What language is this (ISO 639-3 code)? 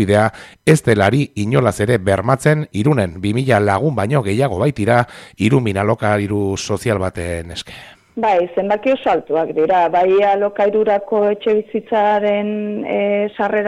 eus